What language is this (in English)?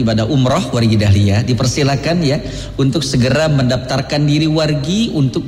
Indonesian